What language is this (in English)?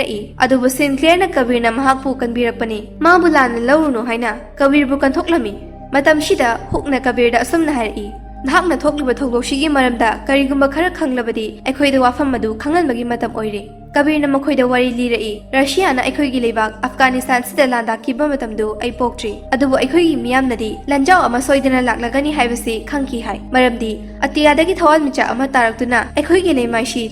Manipuri